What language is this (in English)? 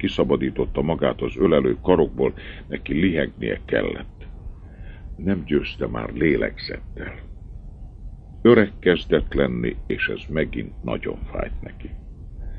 Hungarian